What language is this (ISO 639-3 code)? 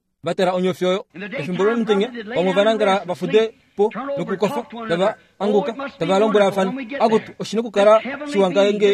kua